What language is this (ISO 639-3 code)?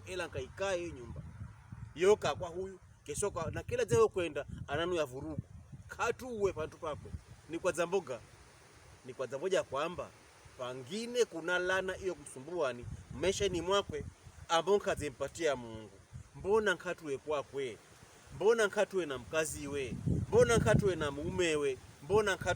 pkb